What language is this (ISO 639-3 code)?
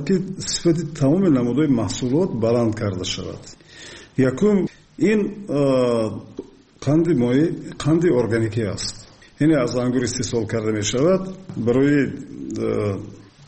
fas